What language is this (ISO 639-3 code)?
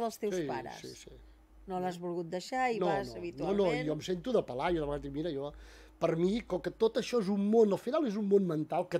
cat